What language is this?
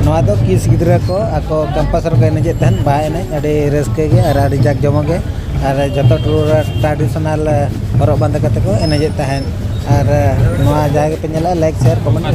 Santali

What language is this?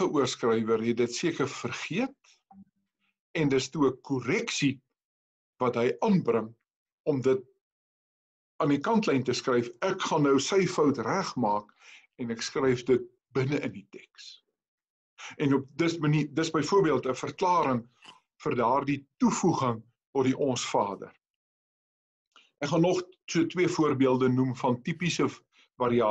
Afrikaans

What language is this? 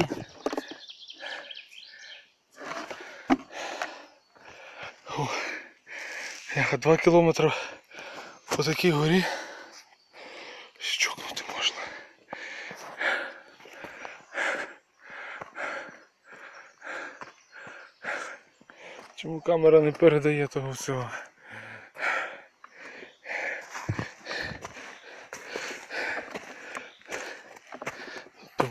Ukrainian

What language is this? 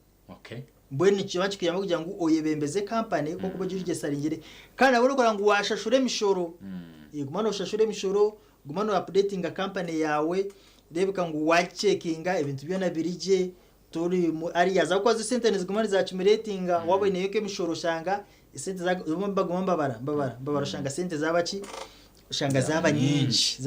Nyankole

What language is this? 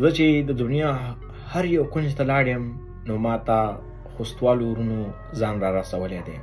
Pashto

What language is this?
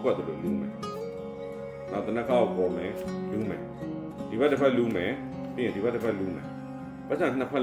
Burmese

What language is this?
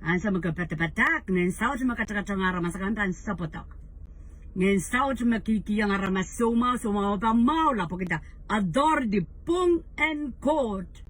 Pohnpeian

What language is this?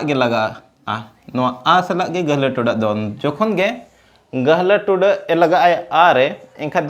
Santali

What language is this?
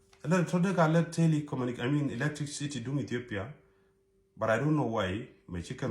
Nuer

